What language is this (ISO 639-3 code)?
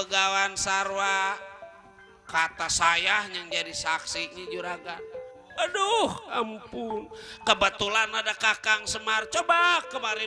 bew